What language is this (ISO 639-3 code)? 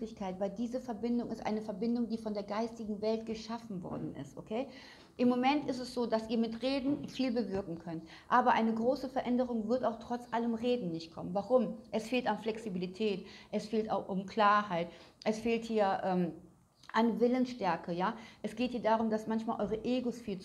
deu